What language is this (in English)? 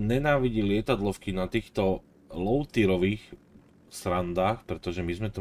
Slovak